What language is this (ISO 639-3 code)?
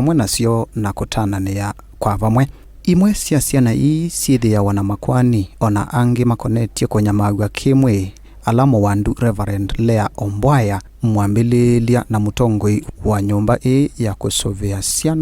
kam